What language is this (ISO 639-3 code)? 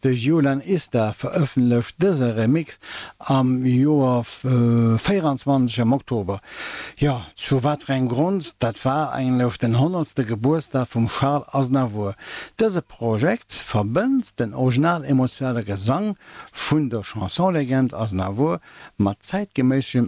ltz